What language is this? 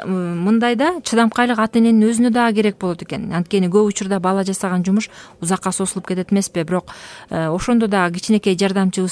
Kyrgyz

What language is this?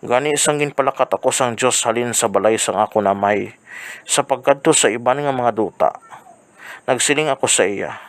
Hiligaynon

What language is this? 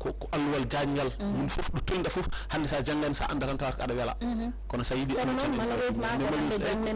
Fula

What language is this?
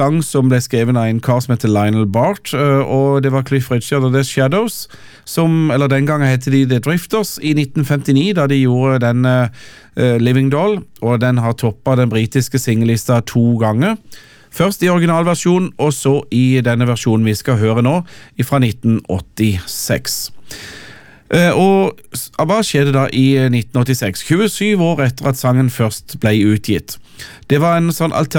Norwegian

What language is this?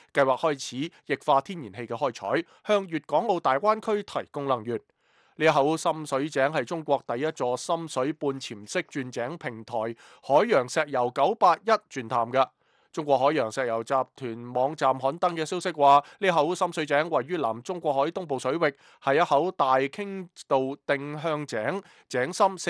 Cantonese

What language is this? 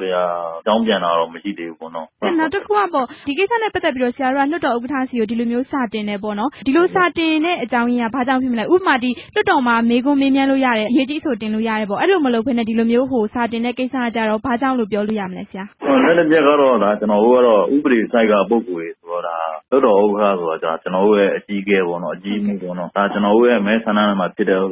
Burmese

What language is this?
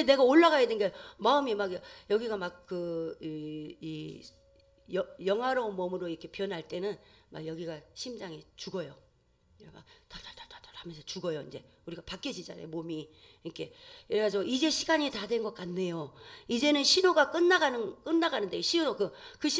Korean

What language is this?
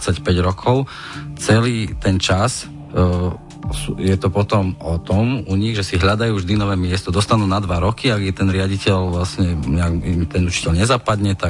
Slovak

